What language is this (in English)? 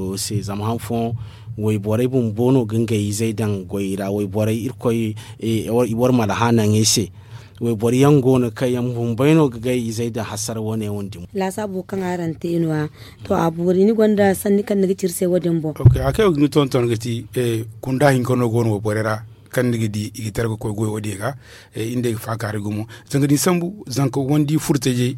Zarma